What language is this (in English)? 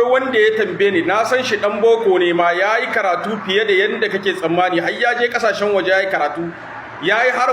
Hausa